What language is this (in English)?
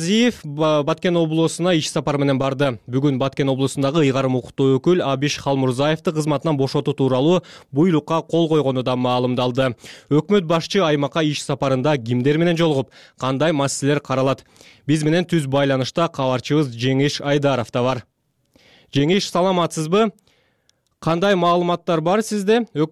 Kyrgyz